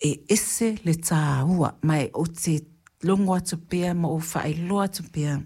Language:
Samoan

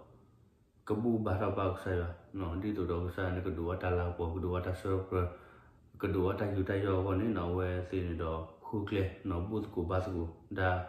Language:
S'gaw Karen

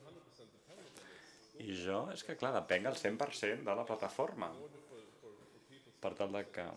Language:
Catalan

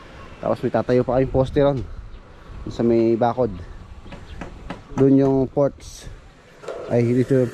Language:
Filipino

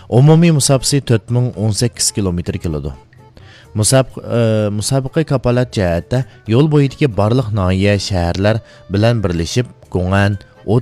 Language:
Uyghur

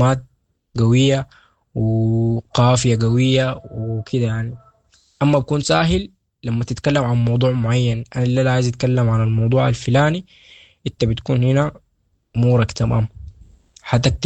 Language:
Sudanese Arabic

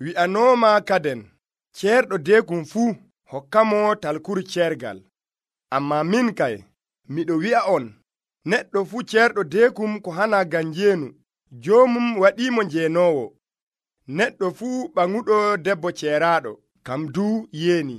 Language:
Nigerian Fulfulde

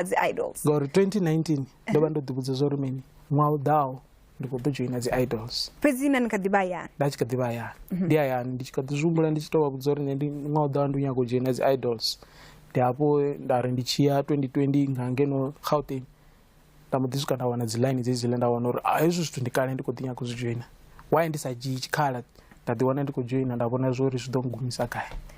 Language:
Venda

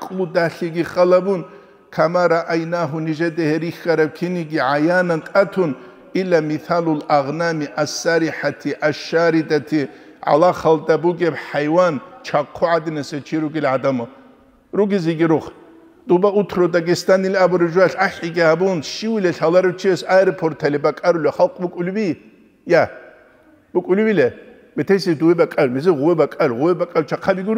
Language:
Avaric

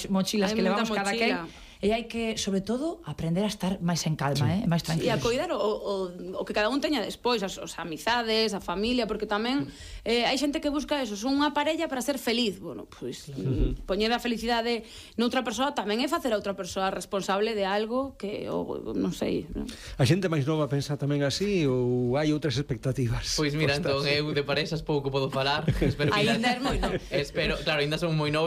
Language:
Galician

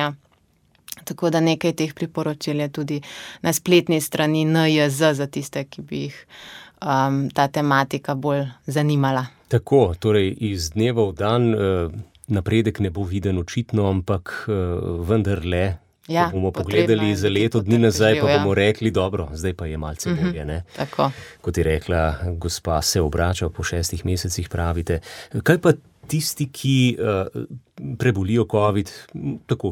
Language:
Slovenian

